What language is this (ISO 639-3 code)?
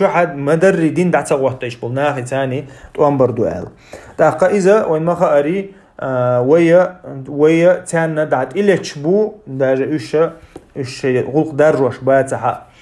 che